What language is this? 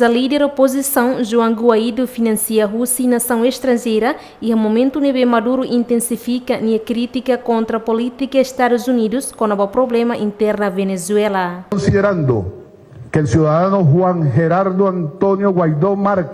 Tetum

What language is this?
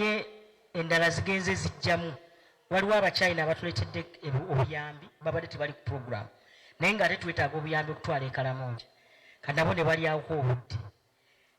Ganda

